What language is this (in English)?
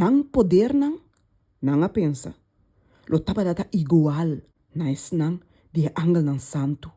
Papiamento